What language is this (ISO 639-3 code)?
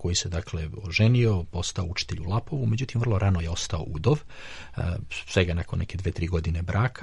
srp